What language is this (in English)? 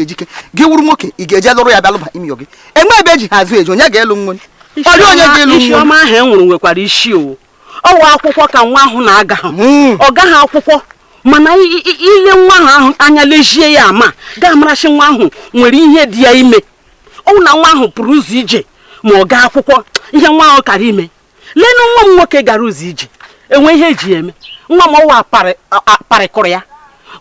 Igbo